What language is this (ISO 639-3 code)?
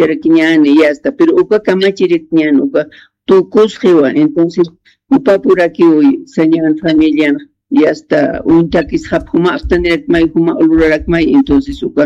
aym